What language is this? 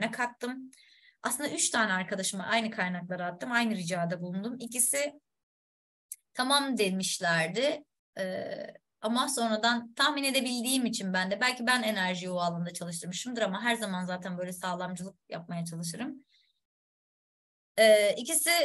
Turkish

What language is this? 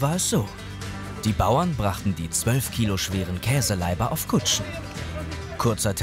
German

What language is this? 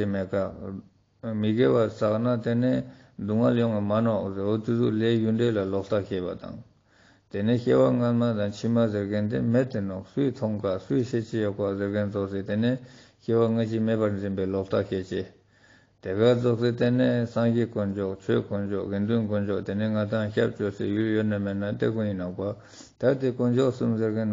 Ladakhi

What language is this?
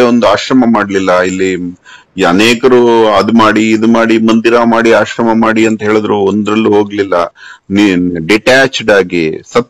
Kannada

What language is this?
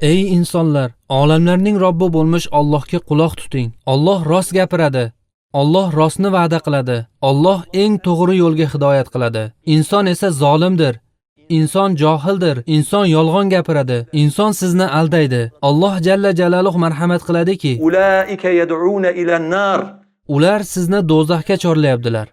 Uzbek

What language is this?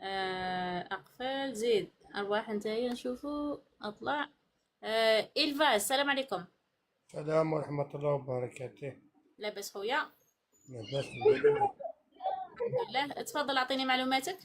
Algerian Arabic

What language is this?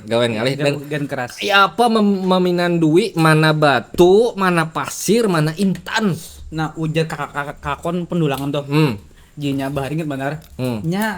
Banjar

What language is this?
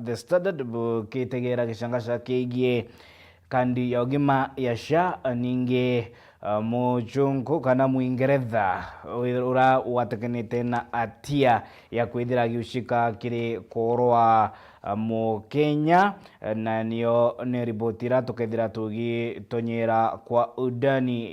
Meru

